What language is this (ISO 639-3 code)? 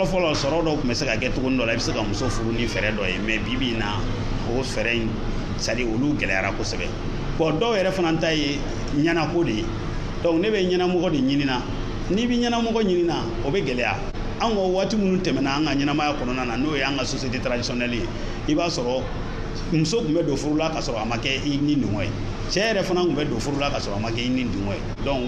bam